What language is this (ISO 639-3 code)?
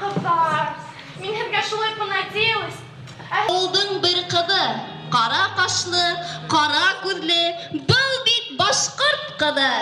bak